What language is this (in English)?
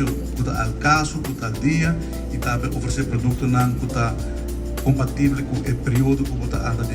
Papiamento